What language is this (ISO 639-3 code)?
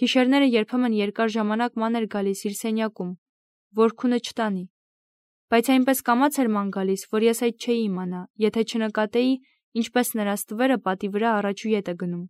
hye